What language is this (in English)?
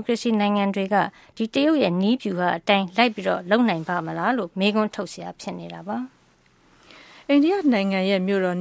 Burmese